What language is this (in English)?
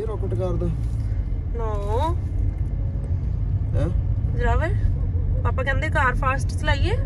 Punjabi